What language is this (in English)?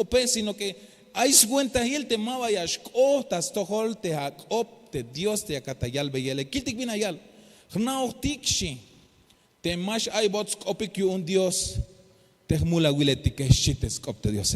Tzeltal